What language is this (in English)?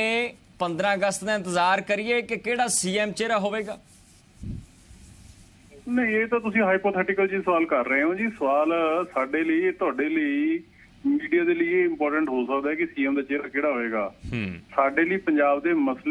Punjabi